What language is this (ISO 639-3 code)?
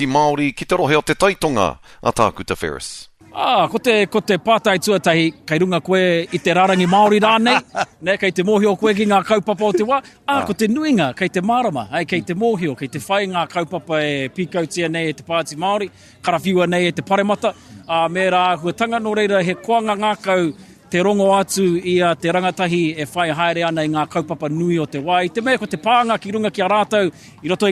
mri